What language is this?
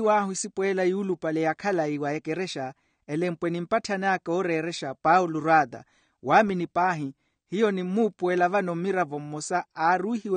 Makhuwa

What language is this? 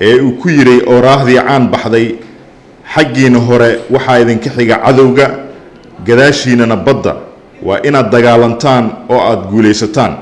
Somali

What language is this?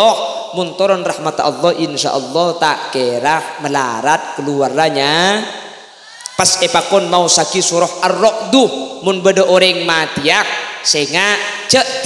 Madurese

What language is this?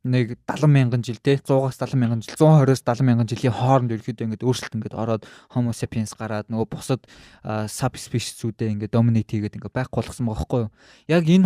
Mongolian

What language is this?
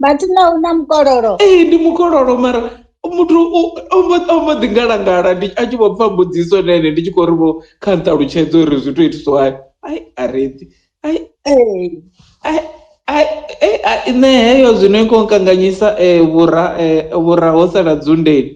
Venda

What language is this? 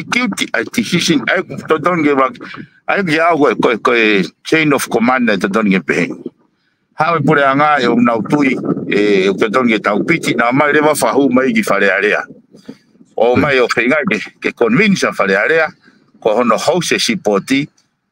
Tongan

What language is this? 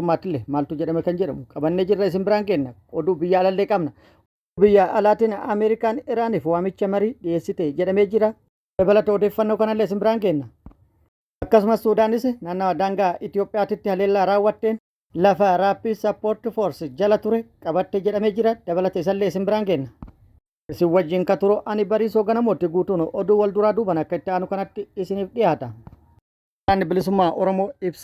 Oromo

